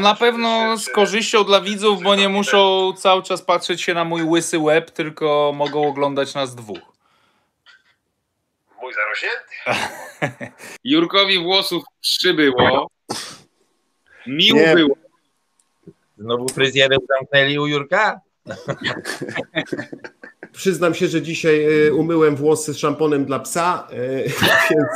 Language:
Polish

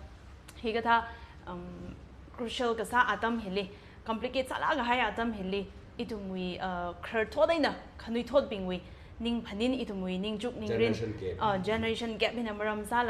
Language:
Tangkhul Naga (India)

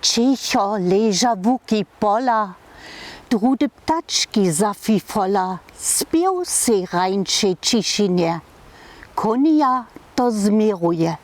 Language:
Upper Sorbian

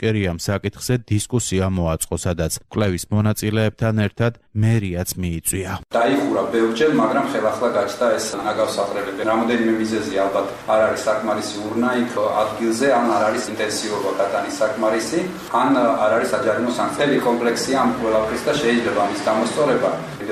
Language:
Georgian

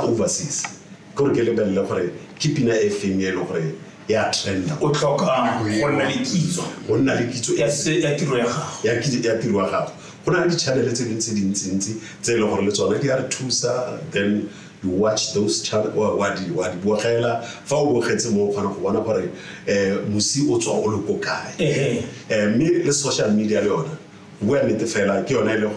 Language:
Tswana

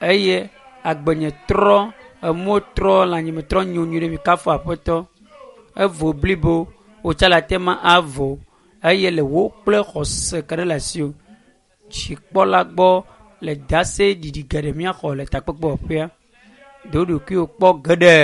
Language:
Ewe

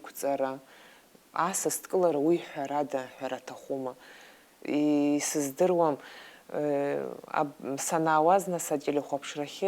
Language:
Abkhazian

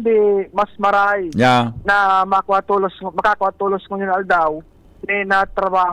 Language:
Bikol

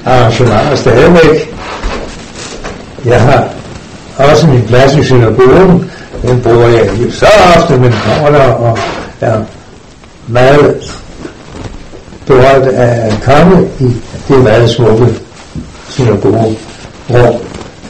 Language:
Danish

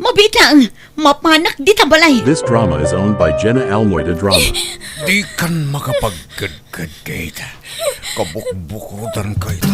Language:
Iloko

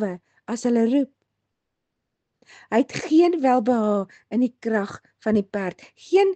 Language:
Afrikaans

